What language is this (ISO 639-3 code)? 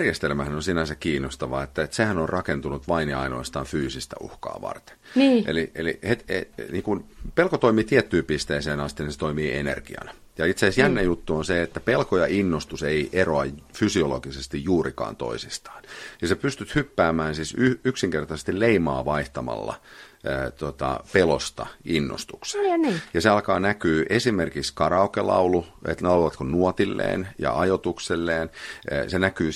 fin